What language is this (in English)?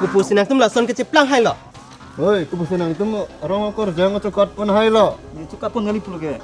Karbi